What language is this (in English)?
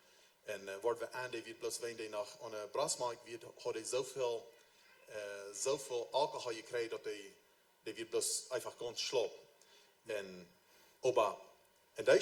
Plautdietsch